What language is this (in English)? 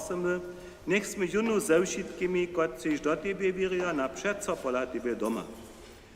Upper Sorbian